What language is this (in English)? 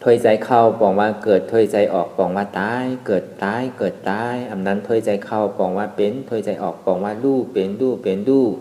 Shan